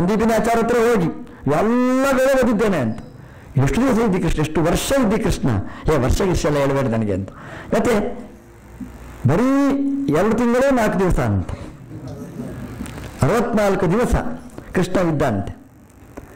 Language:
Kannada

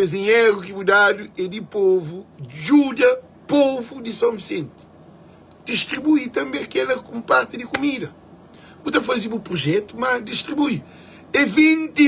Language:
Kabuverdianu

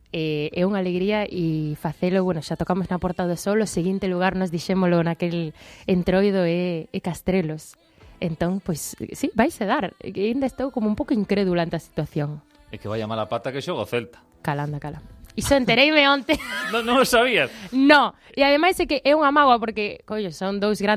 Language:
Galician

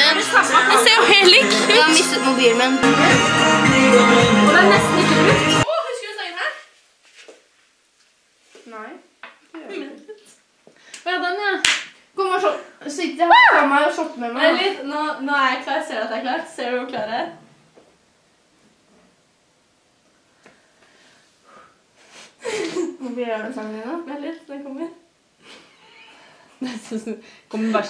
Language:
Norwegian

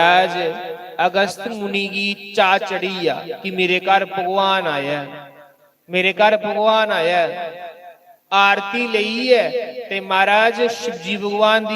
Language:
Dogri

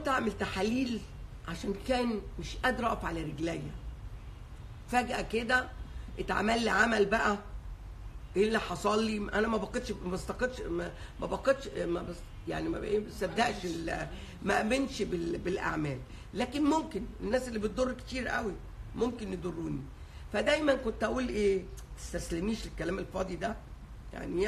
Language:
Egyptian Arabic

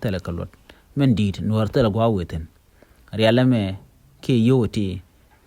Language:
Nuer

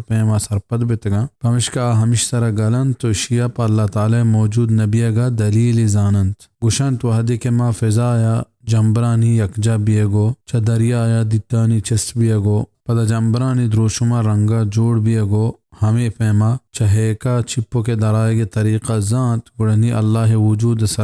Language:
Baluchi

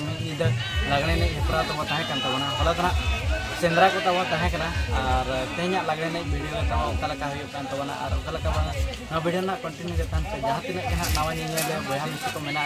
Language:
Santali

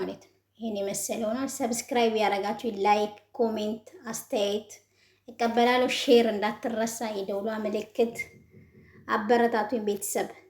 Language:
Amharic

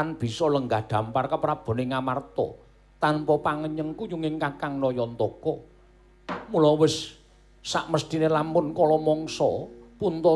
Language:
Javanese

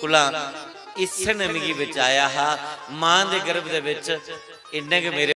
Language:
Dogri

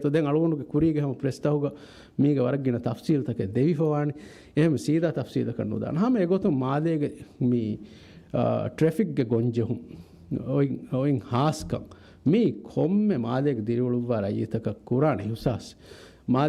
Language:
Divehi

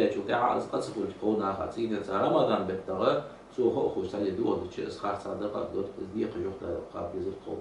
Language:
Ingush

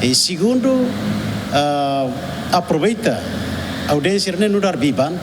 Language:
Tetum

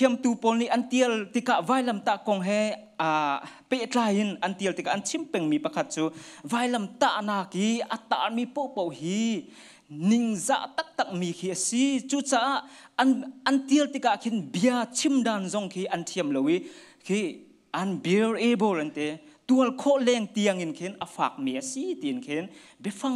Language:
Hakha Chin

